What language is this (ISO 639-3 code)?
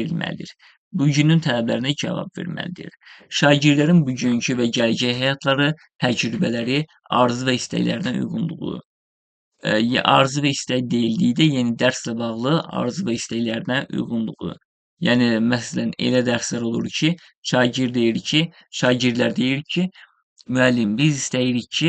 aze